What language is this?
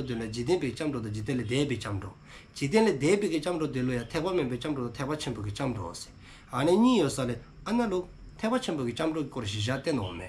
Dzongkha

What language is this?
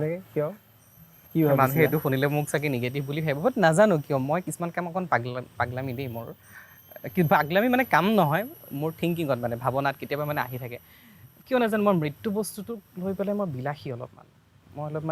Assamese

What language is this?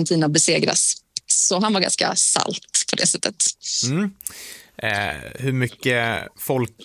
Swedish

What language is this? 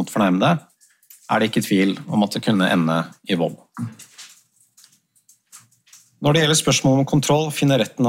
Norwegian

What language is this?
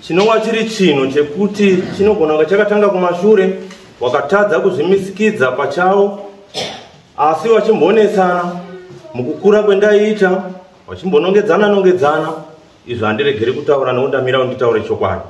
Shona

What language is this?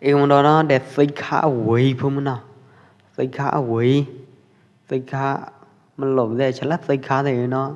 Pwo Eastern Karen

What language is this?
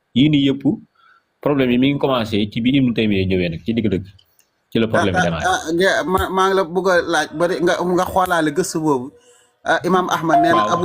Wolof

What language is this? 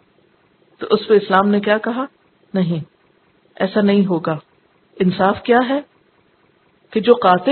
Urdu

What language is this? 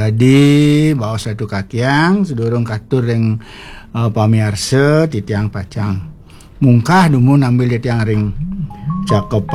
Balinese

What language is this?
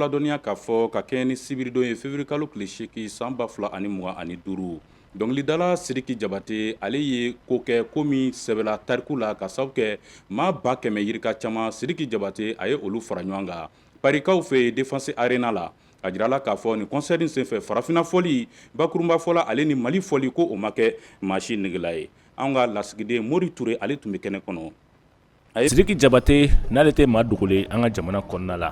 Bambara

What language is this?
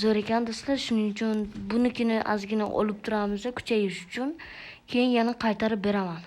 Uzbek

